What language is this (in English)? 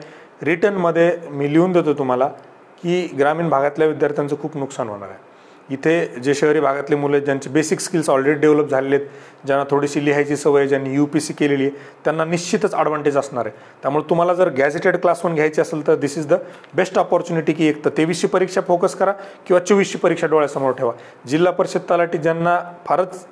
Marathi